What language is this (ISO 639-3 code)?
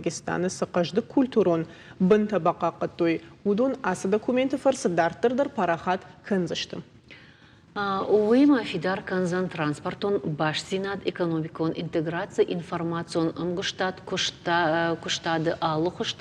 oss